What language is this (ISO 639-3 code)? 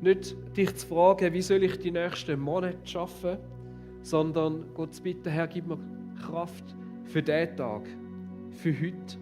gsw